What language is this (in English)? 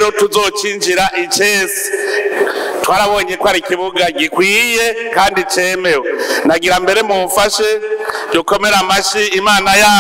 Rundi